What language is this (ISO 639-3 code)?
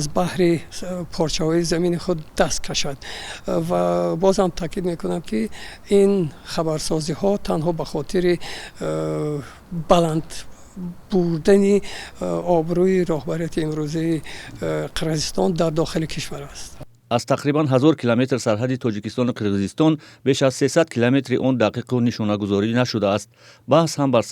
tgk